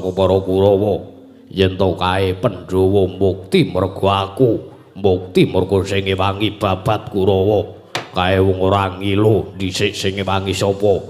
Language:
Javanese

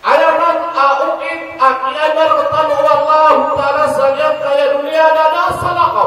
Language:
Maranao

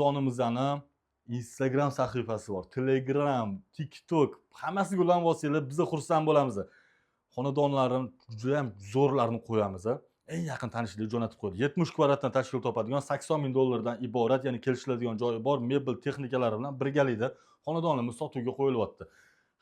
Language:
Uzbek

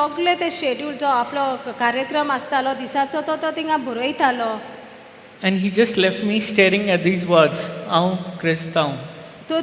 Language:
Konkani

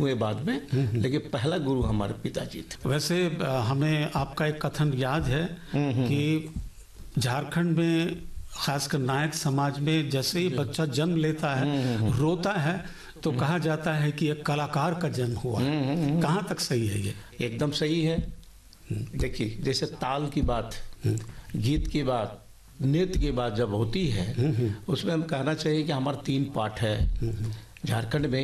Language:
Hindi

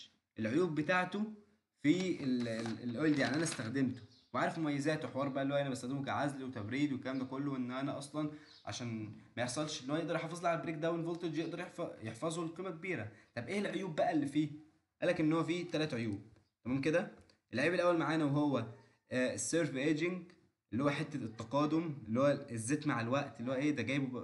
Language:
Egyptian Arabic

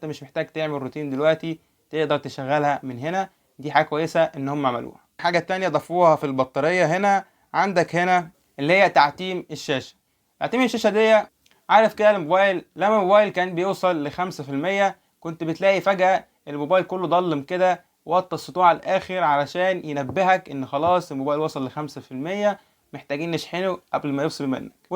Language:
Egyptian Arabic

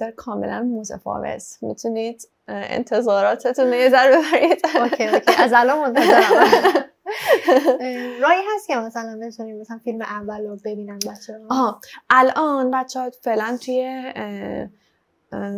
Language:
Persian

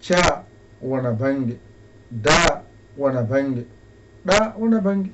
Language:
Fula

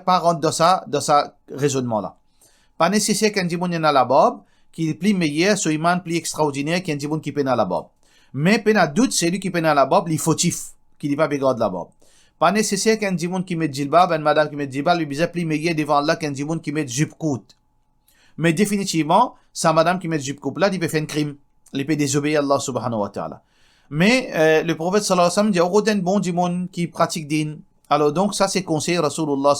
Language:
Morisyen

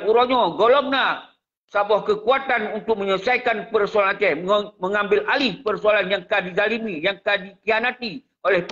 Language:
Achinese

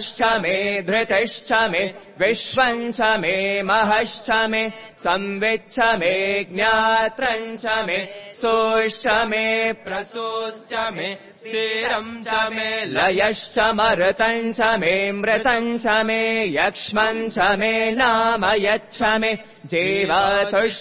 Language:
Sanskrit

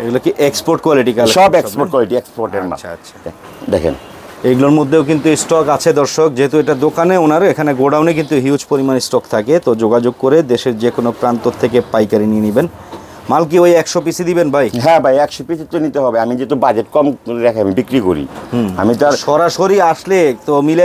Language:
Bangla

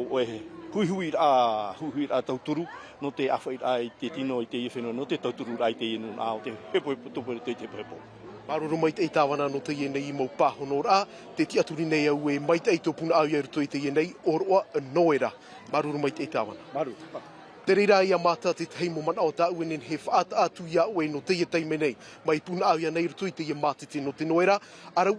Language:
Tahitian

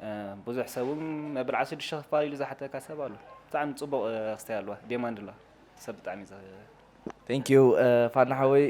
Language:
Tigrinya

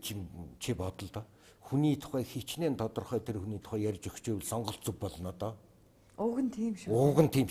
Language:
Mongolian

